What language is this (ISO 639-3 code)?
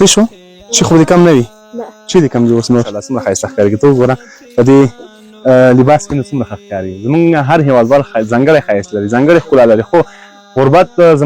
pus